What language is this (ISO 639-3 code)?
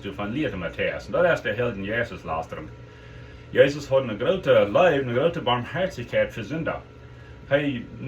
pdt